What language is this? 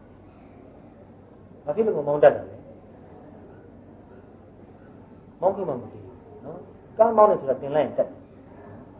Burmese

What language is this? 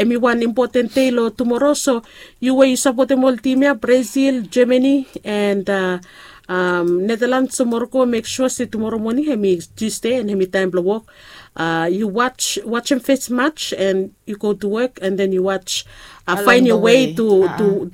Bislama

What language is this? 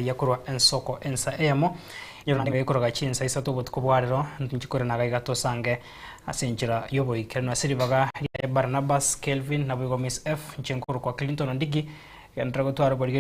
Gusii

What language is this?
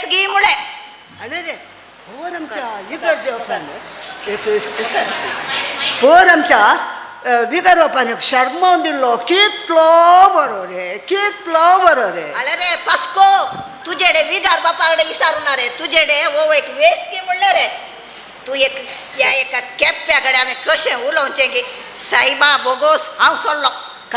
Konkani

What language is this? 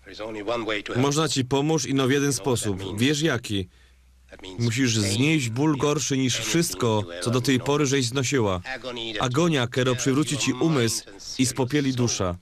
Silesian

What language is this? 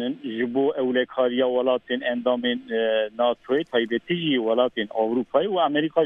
Kurdish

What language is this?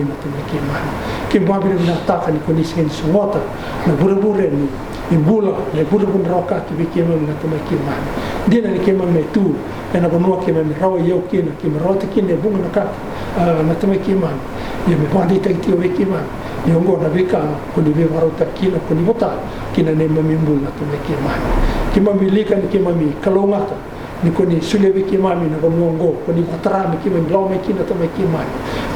Fijian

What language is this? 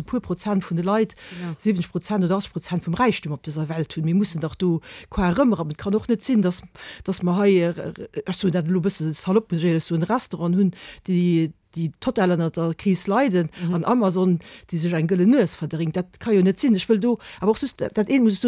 Luxembourgish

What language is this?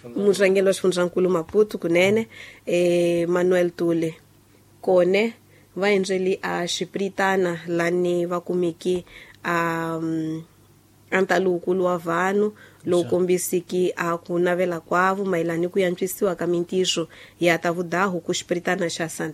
Tsonga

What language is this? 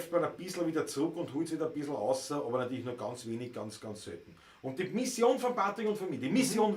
Bavarian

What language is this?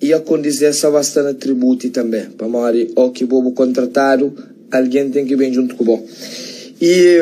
Kabuverdianu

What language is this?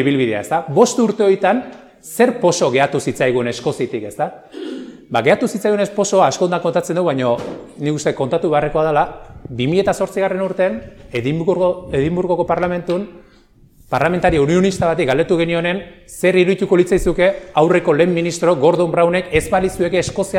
Basque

